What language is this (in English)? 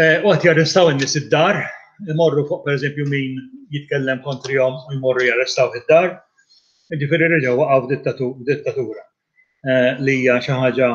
Maltese